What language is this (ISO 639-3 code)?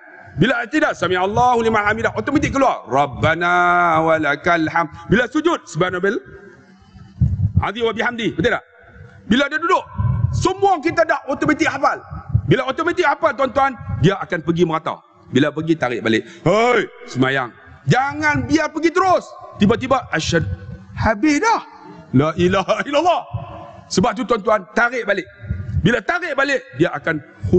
msa